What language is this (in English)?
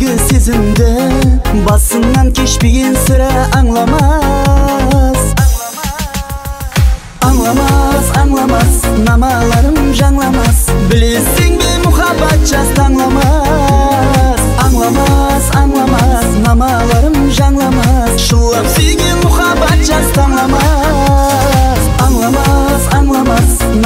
Kazakh